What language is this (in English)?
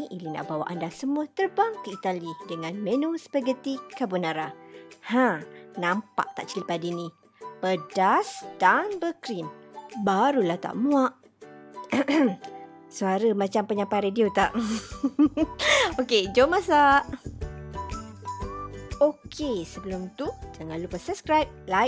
Malay